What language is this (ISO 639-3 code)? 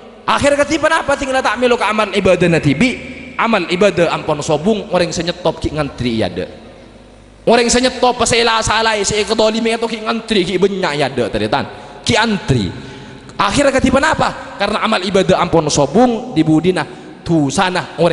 mad